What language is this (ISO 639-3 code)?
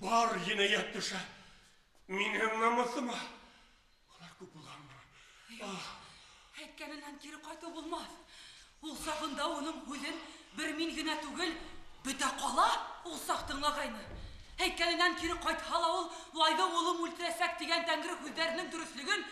bak